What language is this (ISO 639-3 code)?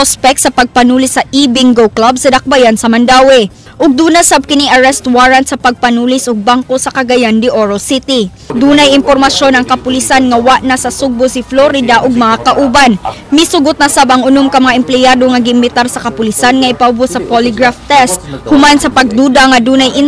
ceb